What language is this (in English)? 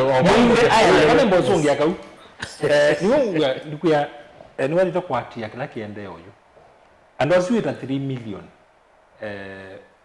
Kamba